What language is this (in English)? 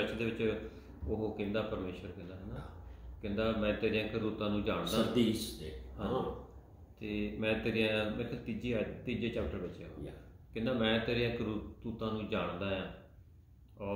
Punjabi